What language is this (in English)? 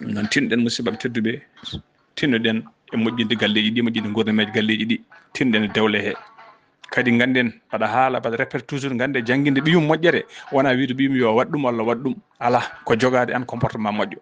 Fula